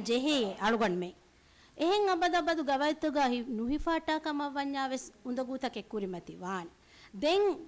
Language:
Divehi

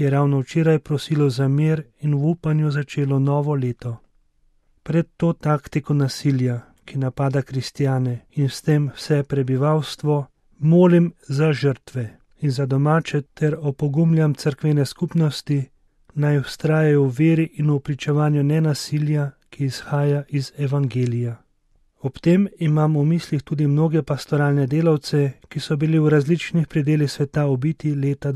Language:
Slovenian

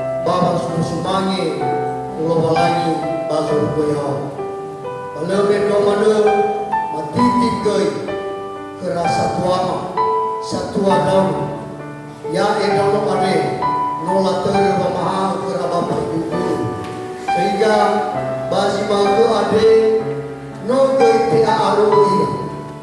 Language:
Nias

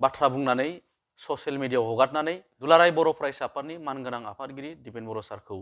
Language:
Bodo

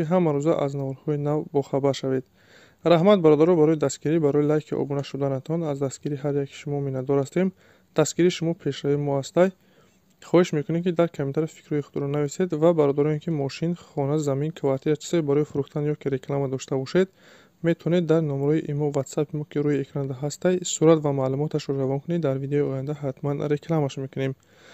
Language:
Tajik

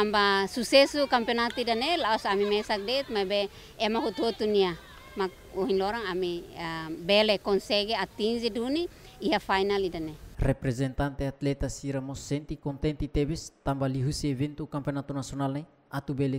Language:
Tetum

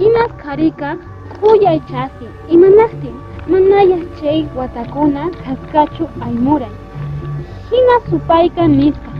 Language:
Quechua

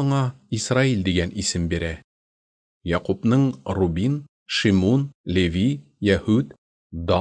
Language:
Tatar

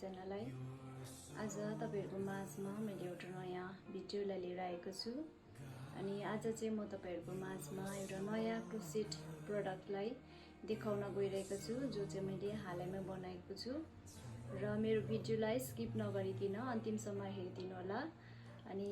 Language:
Nepali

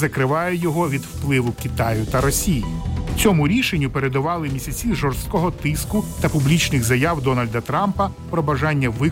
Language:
Ukrainian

